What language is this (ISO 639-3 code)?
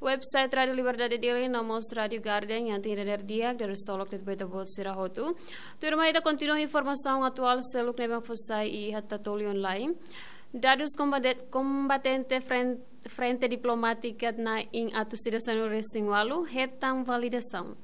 tet